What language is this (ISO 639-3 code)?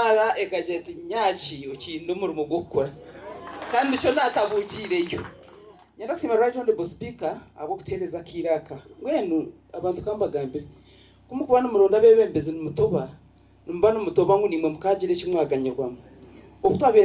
nyn